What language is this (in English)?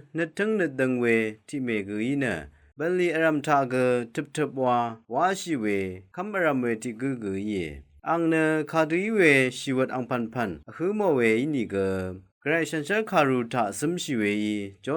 Rawang